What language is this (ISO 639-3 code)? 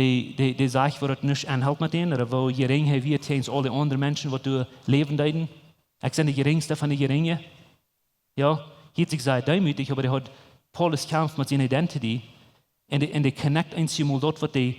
pdt